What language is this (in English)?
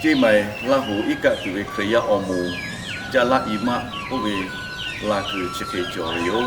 Lahu